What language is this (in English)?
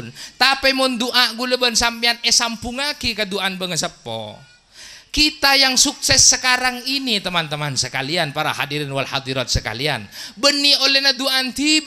Madurese